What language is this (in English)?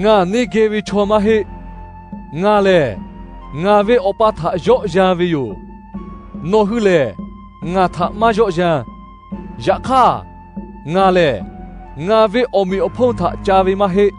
Lahu